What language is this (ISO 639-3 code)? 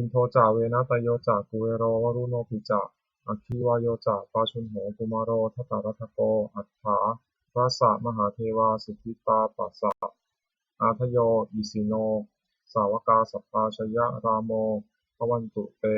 pli